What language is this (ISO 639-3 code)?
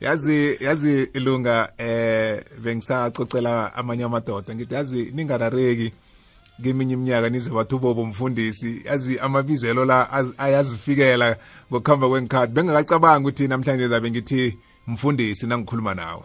nbl